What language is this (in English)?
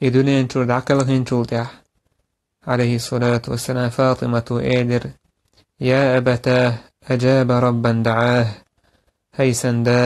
Chechen